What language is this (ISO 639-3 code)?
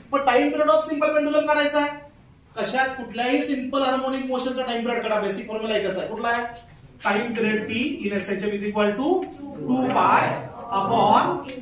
mar